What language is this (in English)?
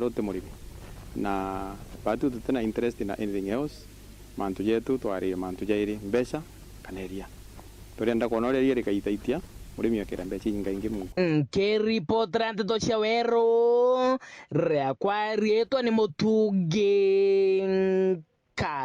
Meru